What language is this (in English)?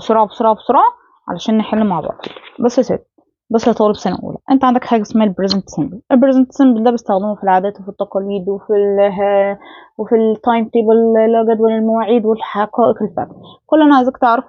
Egyptian Arabic